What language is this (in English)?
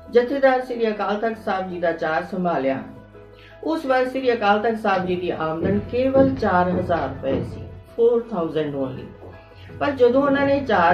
Punjabi